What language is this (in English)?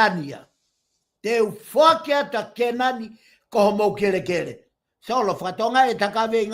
Tongan